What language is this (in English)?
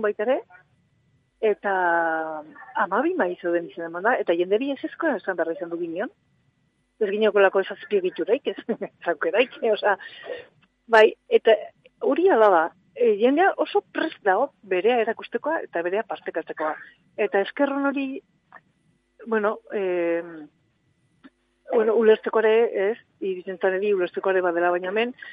Basque